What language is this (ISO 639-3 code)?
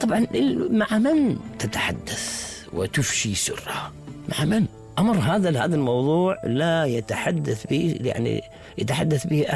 acm